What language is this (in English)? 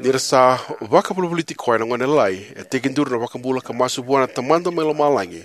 Fijian